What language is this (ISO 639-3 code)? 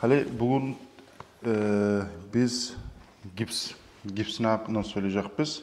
kum